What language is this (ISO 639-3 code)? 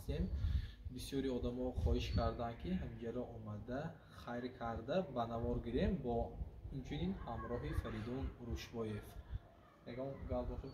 tgk